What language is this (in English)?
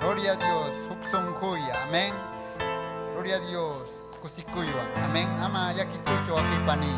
Ayacucho Quechua